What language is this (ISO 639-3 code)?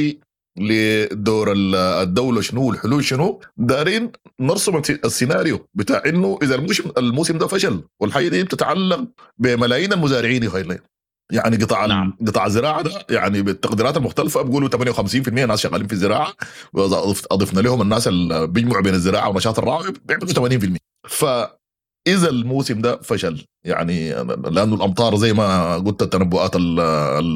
apd